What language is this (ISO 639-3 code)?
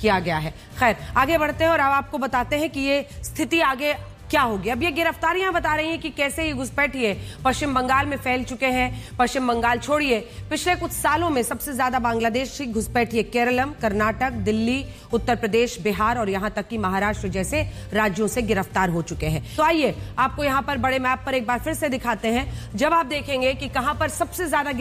hin